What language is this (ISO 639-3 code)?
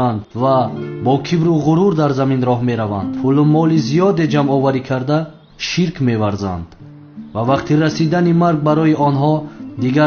tgk